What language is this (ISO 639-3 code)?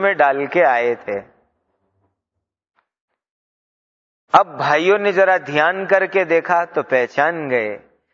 urd